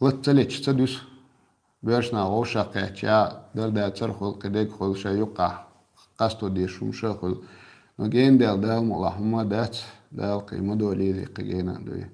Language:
Chechen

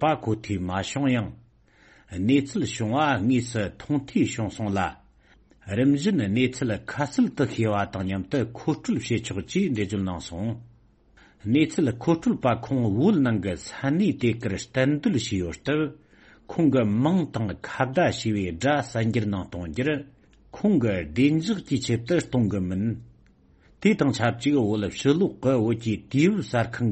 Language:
Tibetan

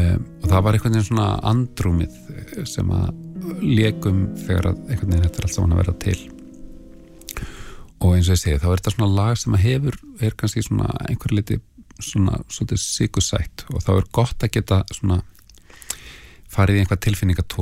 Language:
Icelandic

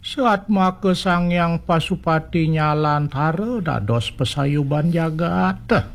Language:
Balinese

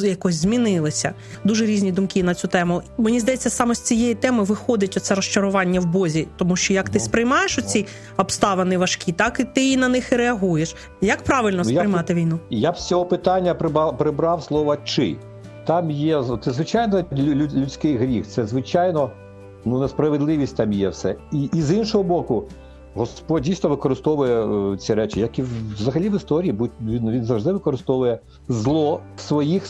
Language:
Ukrainian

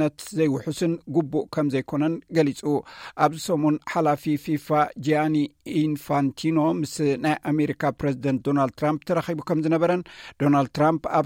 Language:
Tigrinya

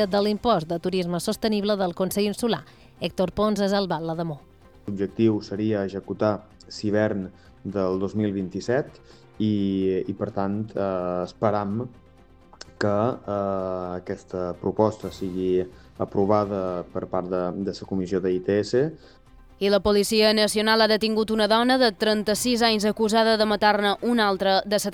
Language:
Catalan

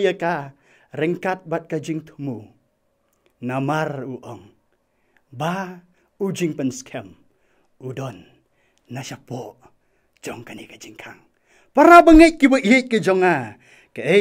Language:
Khasi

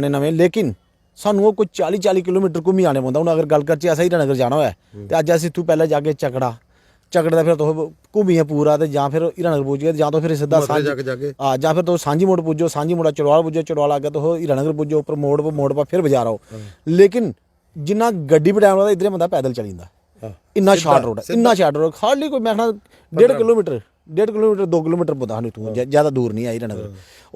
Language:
Dogri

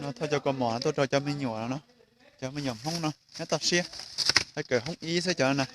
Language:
Hmong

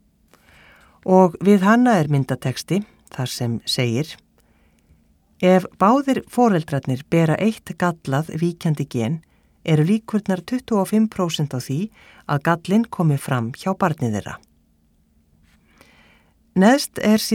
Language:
Icelandic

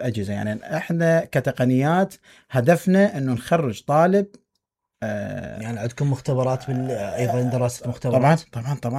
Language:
Mesopotamian Arabic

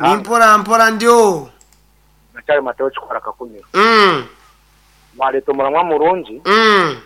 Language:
Nyankole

